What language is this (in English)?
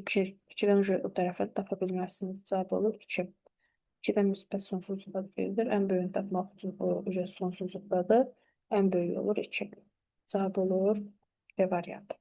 Azerbaijani